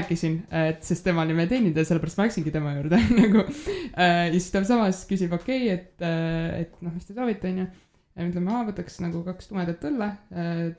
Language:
Estonian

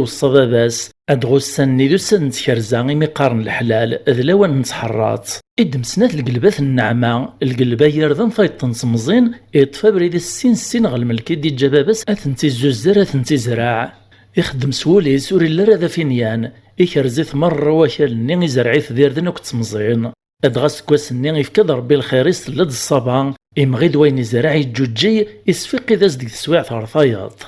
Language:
Kabyle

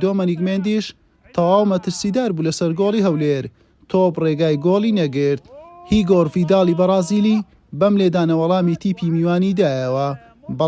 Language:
Central Kurdish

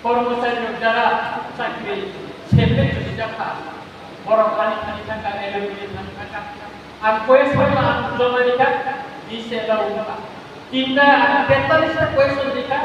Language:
Kok Borok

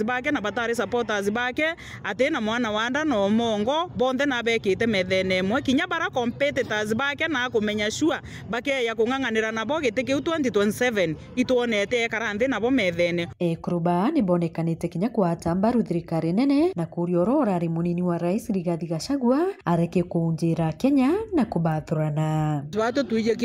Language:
Meru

